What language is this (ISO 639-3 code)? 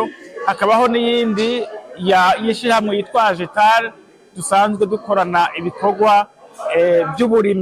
run